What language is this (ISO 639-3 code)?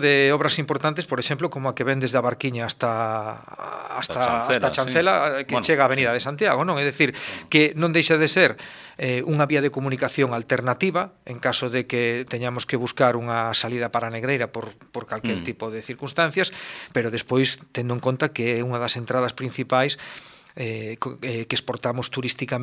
glg